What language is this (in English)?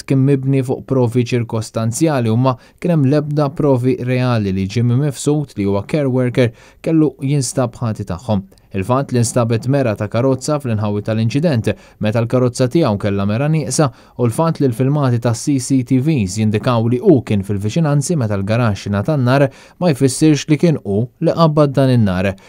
Maltese